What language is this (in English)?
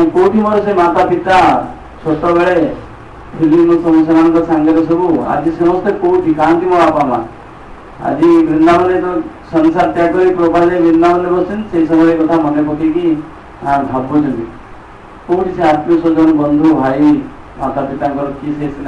Odia